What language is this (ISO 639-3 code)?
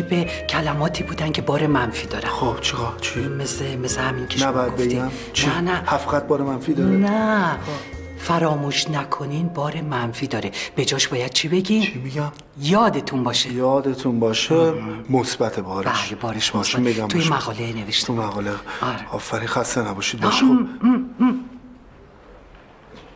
fas